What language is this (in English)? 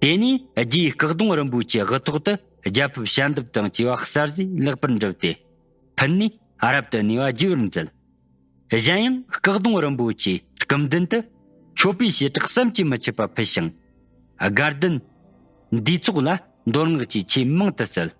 Tibetan